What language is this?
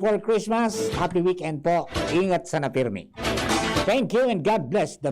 Bikol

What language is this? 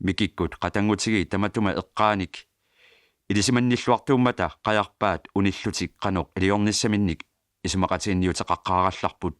Kalaallisut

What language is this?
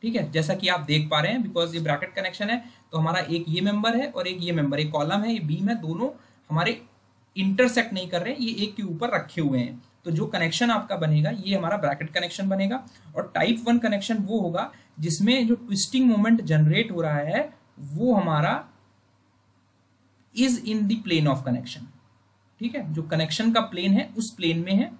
Hindi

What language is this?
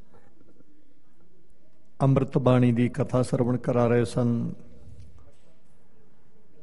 Punjabi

